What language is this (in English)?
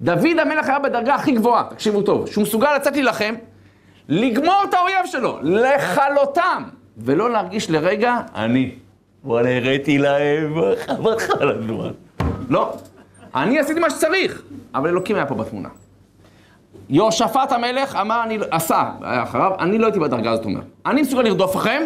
Hebrew